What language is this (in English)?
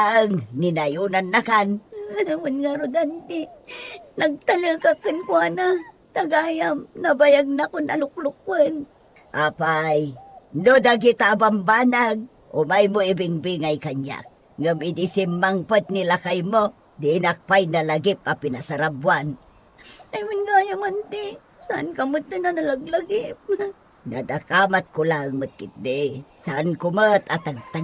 Iloko